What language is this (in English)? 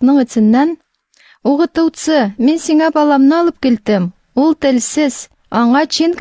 Tatar